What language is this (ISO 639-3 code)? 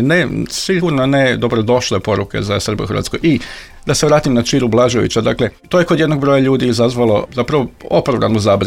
hrv